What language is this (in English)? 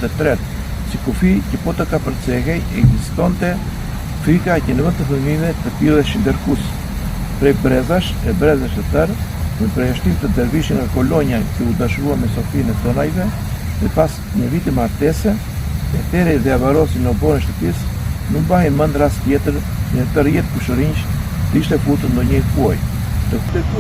Albanian